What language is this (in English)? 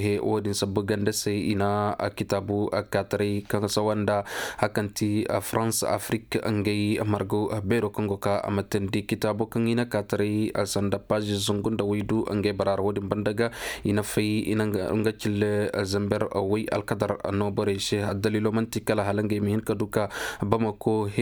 Koyraboro Senni